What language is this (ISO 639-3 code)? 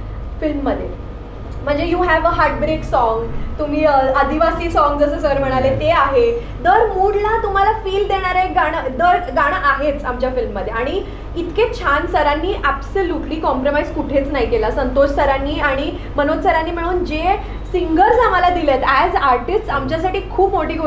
mar